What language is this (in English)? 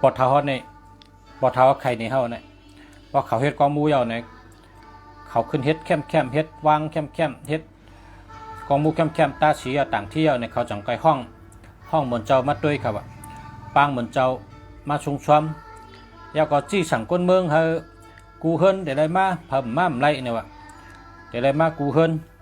Shan